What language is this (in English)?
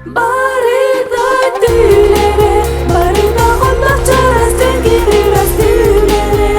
Yakut